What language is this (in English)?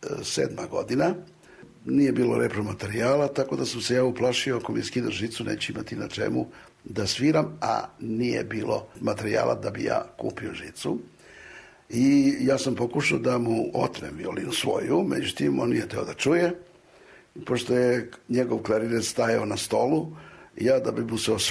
Serbian